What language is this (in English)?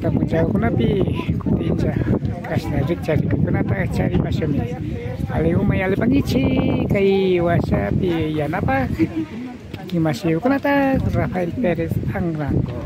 Imbabura Highland Quichua